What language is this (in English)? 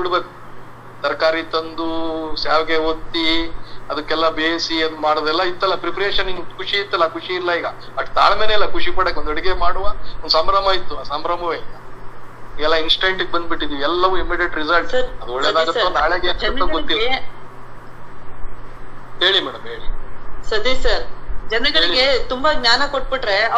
Kannada